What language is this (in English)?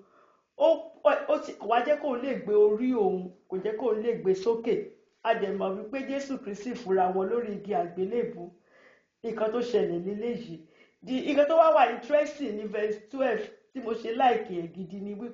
Yoruba